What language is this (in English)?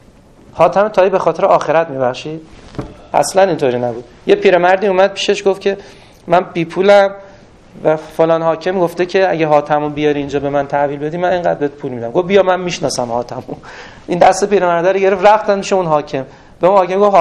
Persian